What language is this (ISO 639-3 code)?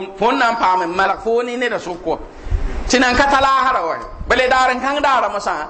mos